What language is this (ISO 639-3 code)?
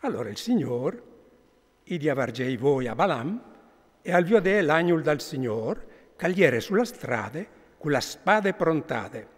fur